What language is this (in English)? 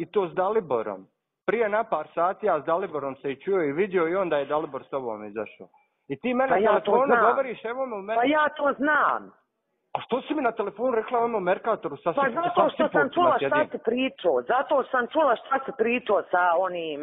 Bosnian